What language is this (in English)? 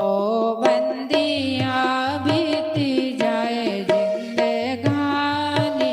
Dogri